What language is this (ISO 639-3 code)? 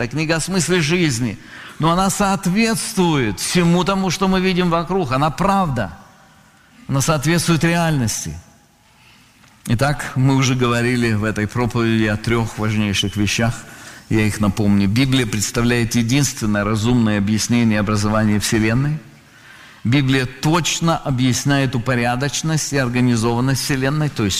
rus